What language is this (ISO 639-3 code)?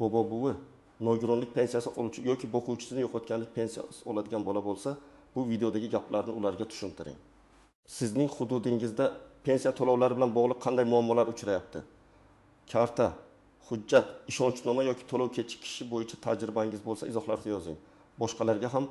uzb